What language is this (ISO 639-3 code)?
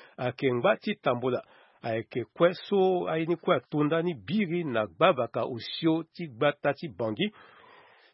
sag